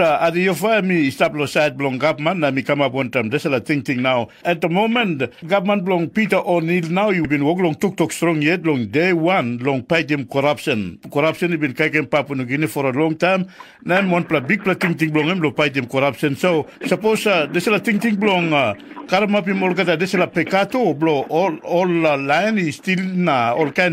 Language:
Tok Pisin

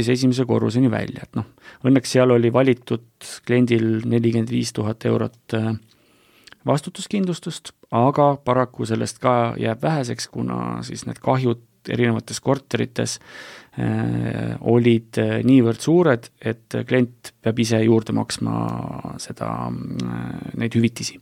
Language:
Estonian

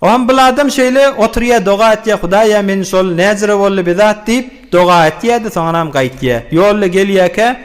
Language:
Turkmen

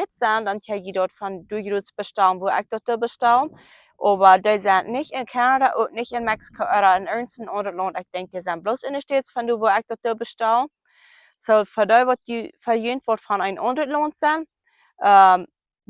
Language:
Plautdietsch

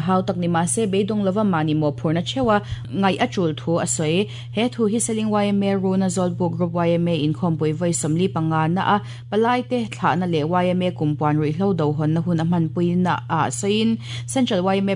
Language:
Mizo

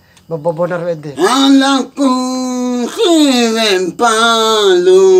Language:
Bima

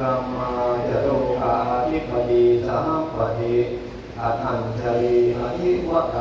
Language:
Pali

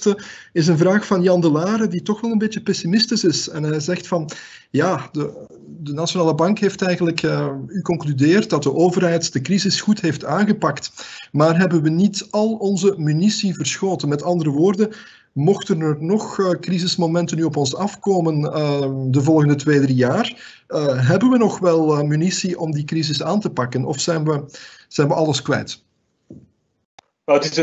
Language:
Dutch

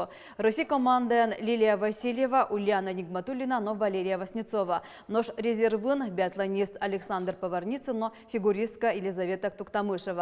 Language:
Udmurt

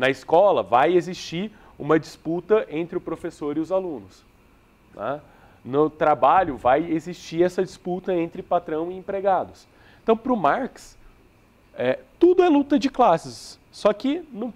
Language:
Portuguese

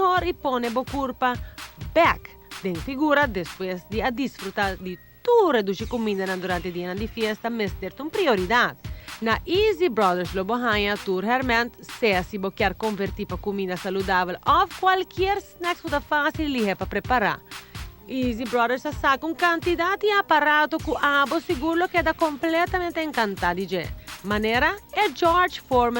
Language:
Papiamento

